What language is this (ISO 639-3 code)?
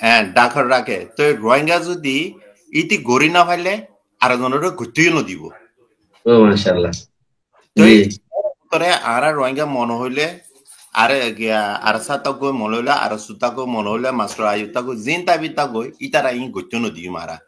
rhg